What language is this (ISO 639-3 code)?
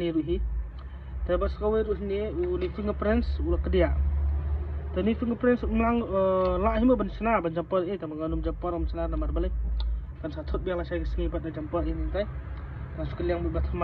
kha